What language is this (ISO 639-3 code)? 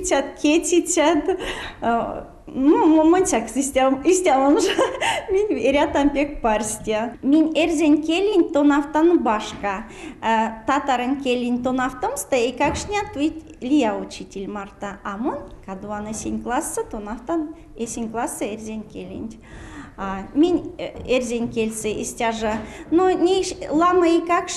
myv